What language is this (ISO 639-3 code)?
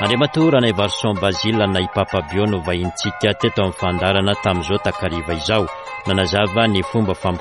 mlg